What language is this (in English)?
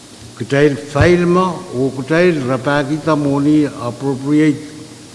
Pohnpeian